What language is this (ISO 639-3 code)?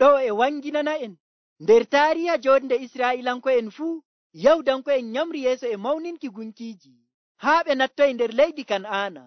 fuv